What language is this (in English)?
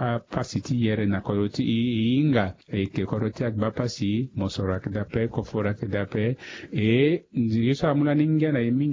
Sango